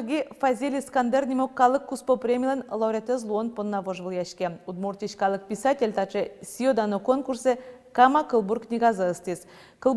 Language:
Udmurt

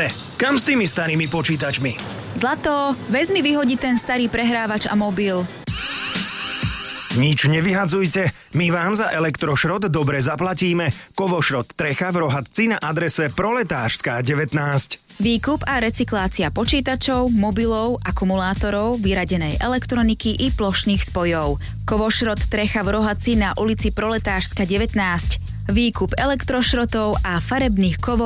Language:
Slovak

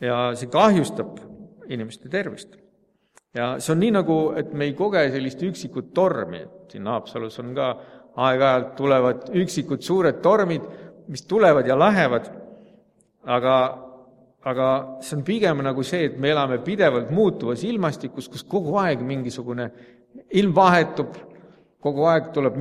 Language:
Estonian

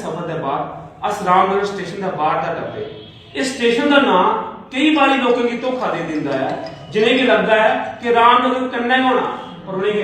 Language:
Dogri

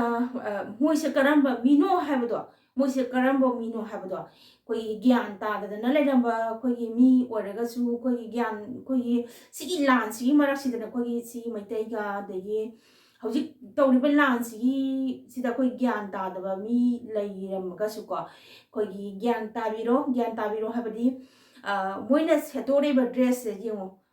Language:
Manipuri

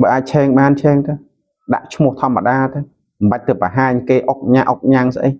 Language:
Khmer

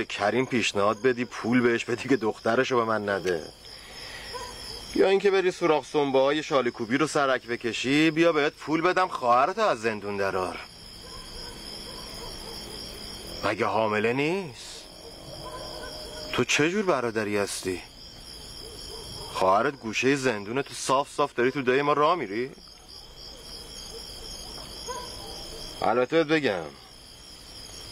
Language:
Persian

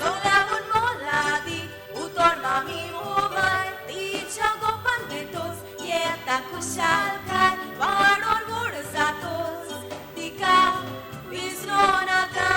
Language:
Konkani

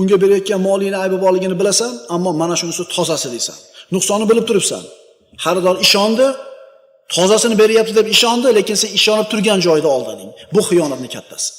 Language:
Uzbek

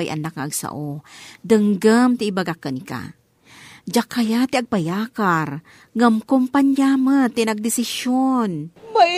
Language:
Iloko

